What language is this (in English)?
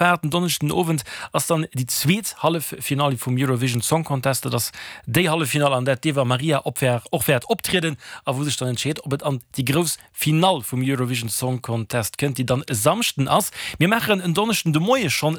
Luxembourgish